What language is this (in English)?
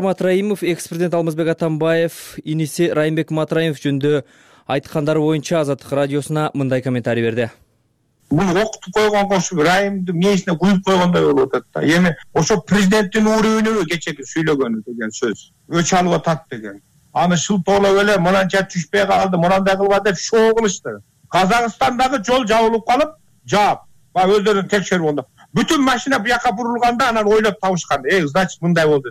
Kyrgyz